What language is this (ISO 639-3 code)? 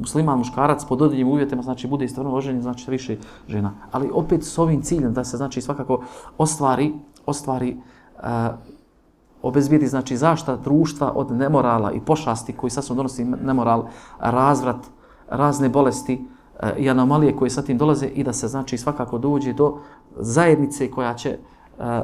bos